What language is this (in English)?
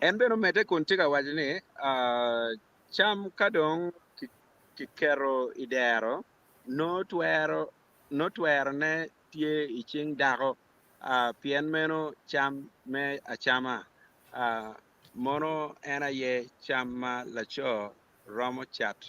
Acoli